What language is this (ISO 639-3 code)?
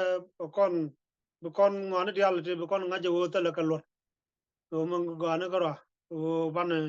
nus